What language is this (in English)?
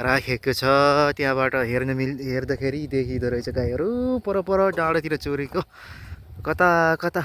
Nepali